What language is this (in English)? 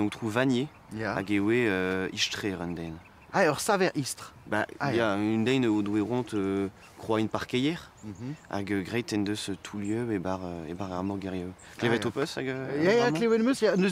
Breton